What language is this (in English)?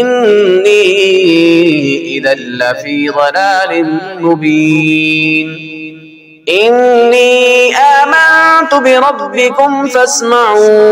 Arabic